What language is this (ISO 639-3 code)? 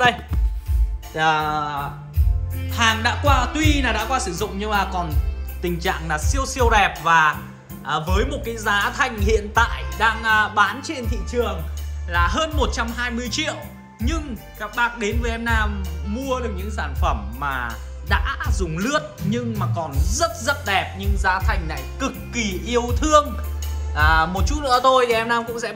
vie